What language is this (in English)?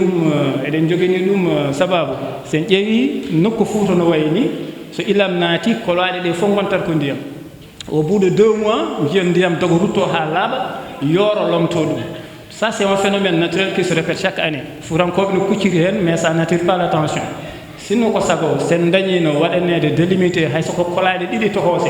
Fula